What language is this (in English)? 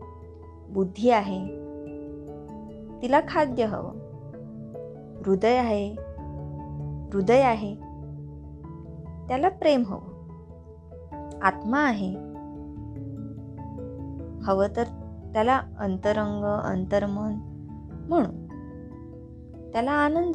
Marathi